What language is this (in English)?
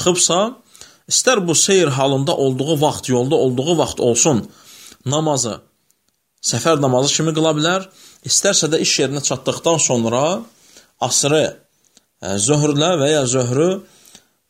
Azerbaijani